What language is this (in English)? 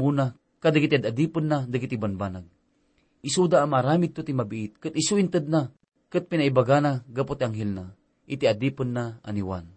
Iloko